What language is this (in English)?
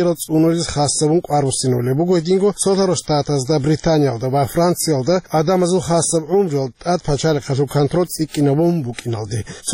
Avaric